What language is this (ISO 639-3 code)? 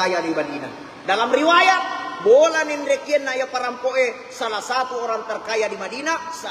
bug